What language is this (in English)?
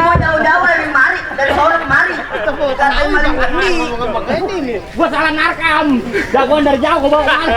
Betawi